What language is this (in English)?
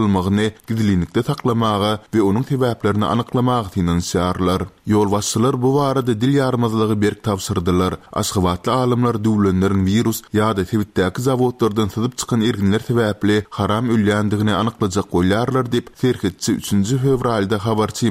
Turkmen